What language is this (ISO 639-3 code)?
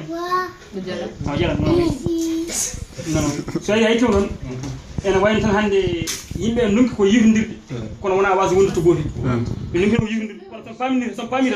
ful